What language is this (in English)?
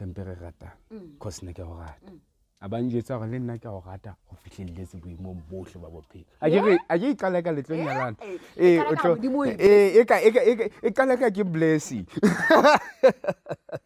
Southern Sotho